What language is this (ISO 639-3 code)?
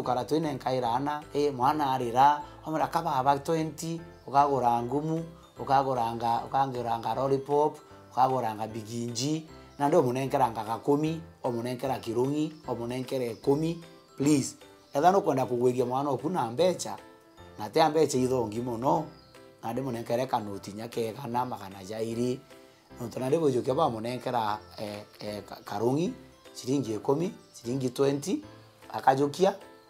mer